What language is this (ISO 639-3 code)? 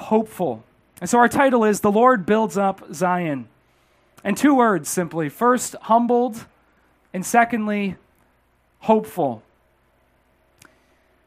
eng